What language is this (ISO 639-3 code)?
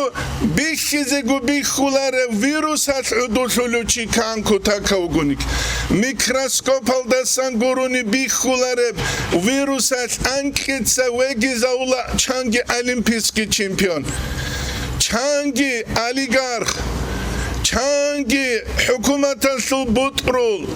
ava